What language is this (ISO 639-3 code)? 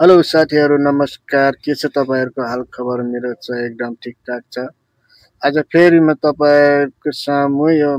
nep